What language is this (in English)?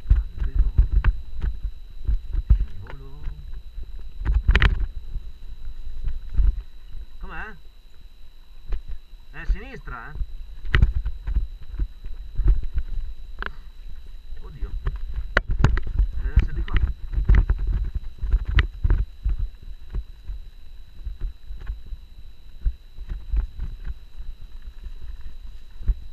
Italian